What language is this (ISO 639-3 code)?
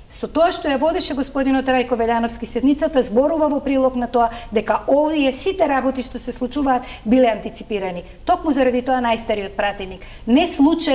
mkd